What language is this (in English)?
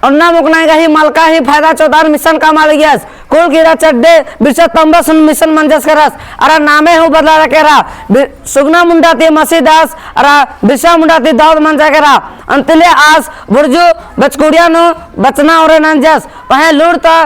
Kurukh